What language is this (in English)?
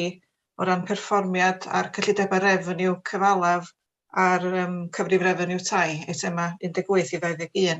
Welsh